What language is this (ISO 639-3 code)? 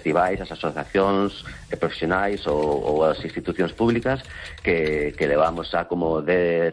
glg